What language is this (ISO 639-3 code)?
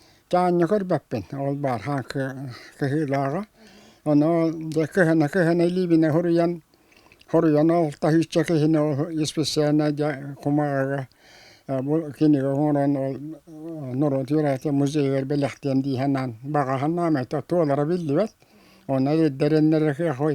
sah